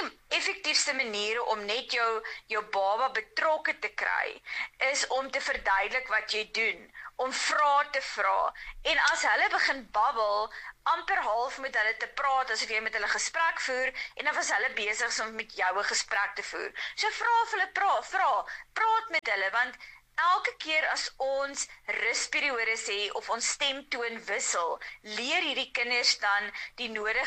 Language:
Afrikaans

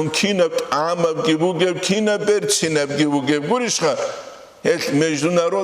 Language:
Avaric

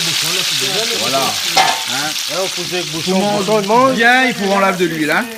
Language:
Réunion Creole French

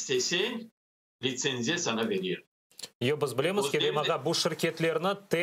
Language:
Crimean Tatar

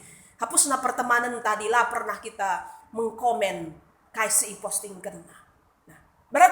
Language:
Batak Karo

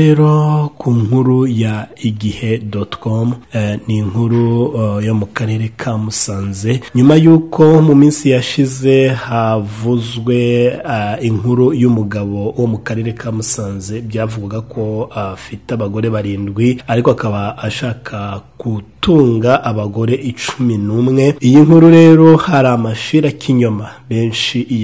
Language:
Kinyarwanda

